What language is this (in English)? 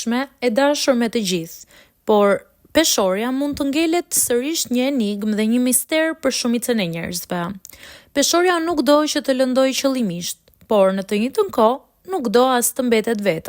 Albanian